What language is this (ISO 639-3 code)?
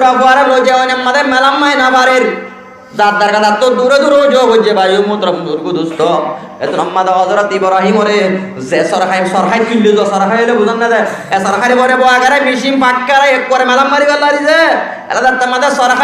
rhg